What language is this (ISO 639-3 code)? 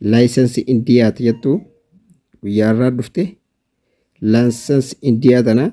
orm